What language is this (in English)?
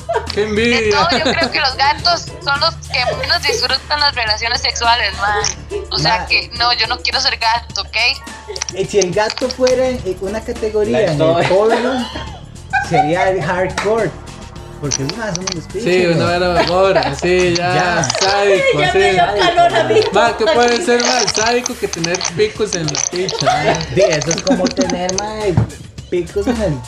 Spanish